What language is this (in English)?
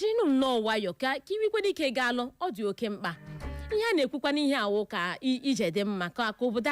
Igbo